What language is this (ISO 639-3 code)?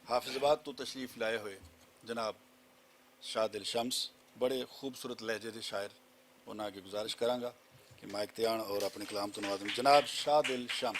lah